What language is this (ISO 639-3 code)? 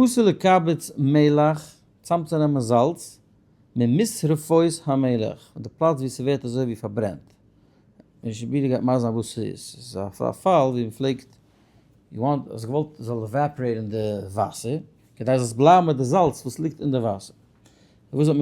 yid